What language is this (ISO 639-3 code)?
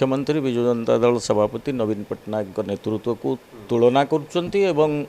ori